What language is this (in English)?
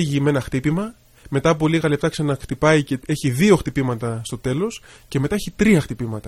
Greek